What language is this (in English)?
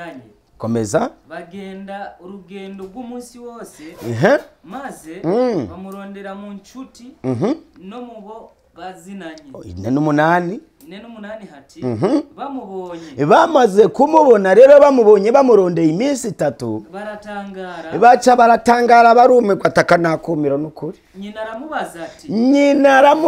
Rundi